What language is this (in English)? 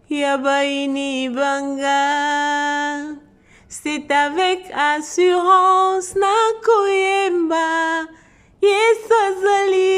Lingala